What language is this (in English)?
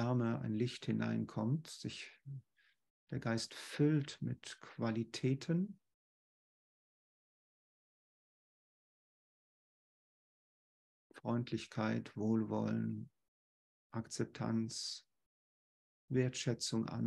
German